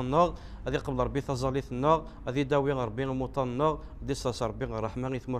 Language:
Kabyle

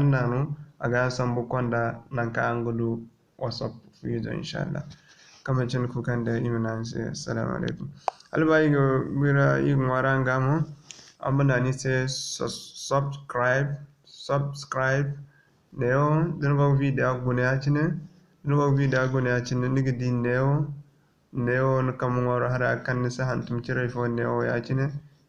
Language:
Zarma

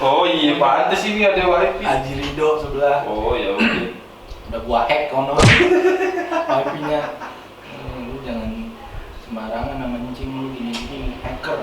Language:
Betawi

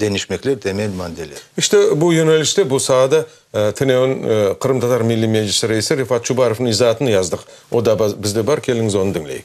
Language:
Crimean Tatar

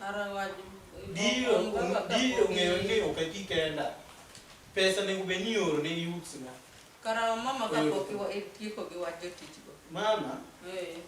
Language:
Luo (Kenya and Tanzania)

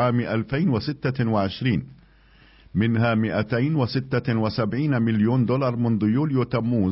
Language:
Arabic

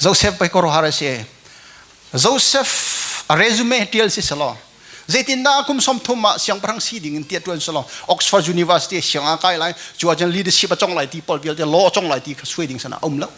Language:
Hakha Chin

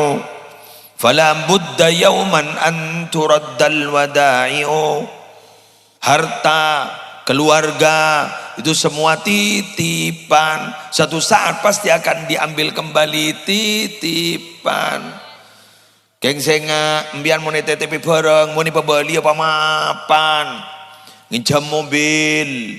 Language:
Madurese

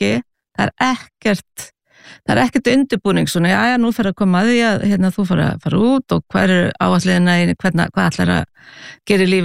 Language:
Icelandic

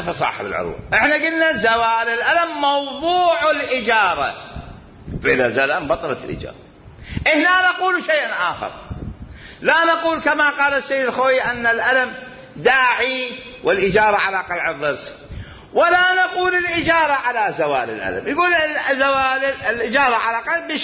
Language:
Mesopotamian Arabic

